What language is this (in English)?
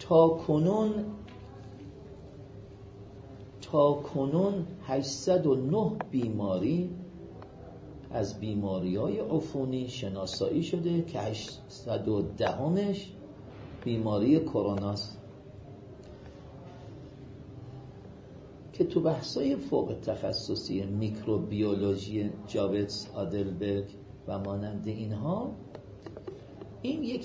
Persian